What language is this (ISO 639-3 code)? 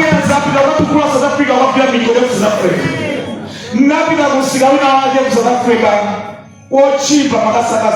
nya